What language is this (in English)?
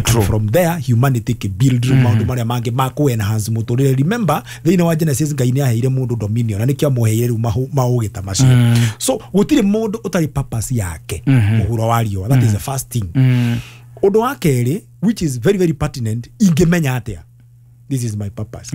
Kikuyu